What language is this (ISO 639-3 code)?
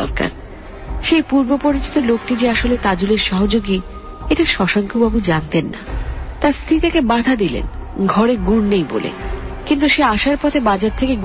ben